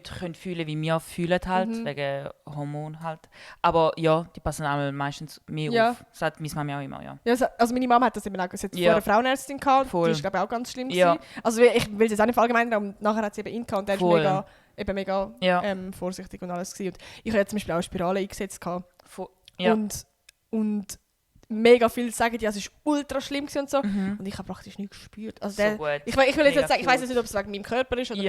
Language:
Swiss German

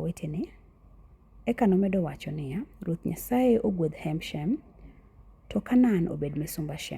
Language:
Luo (Kenya and Tanzania)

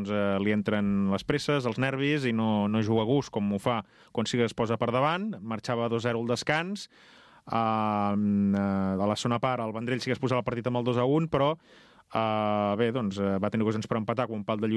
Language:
Catalan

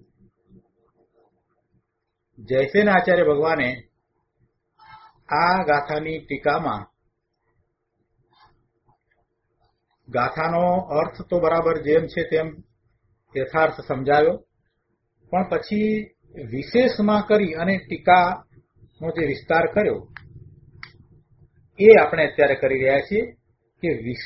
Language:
Gujarati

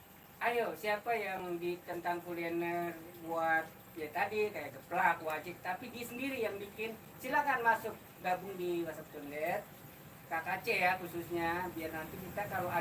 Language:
Betawi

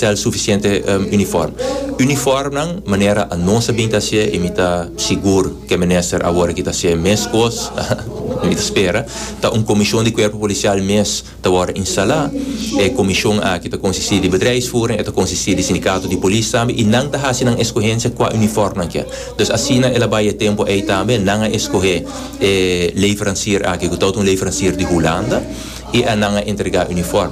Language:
Papiamento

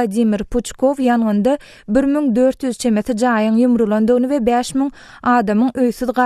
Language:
Turkmen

